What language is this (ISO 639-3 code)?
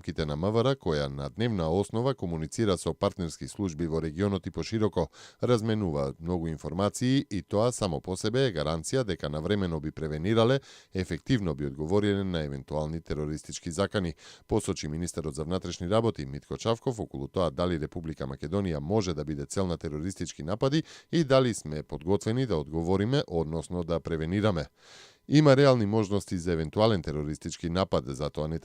mkd